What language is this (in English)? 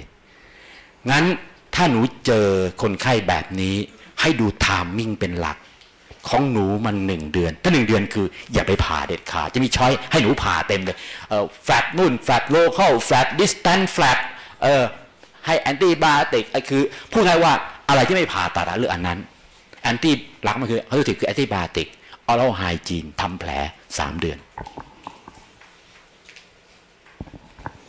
Thai